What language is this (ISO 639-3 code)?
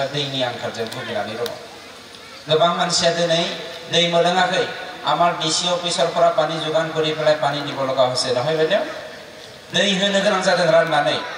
brx